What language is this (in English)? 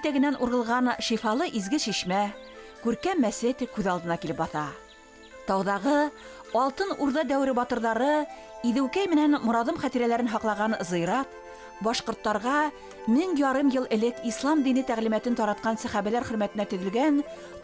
Bashkir